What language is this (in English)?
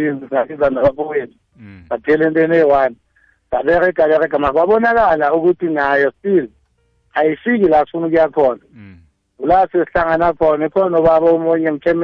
South Ndebele